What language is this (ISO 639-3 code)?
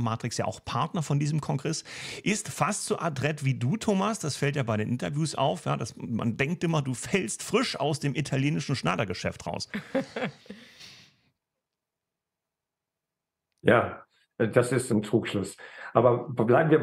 deu